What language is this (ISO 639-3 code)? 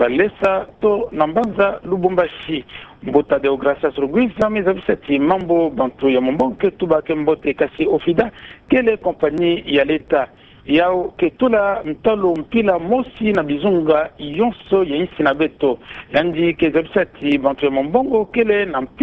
ktu